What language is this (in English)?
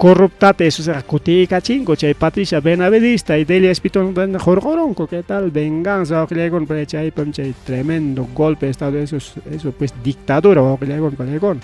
Ayacucho Quechua